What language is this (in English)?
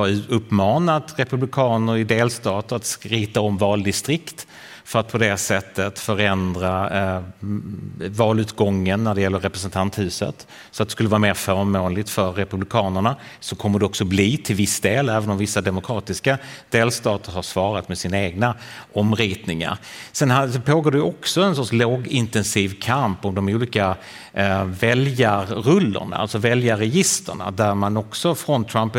Swedish